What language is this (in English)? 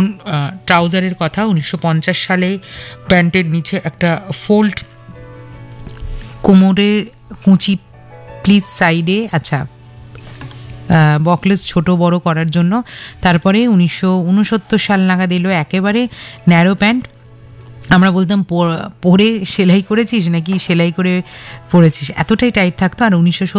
Bangla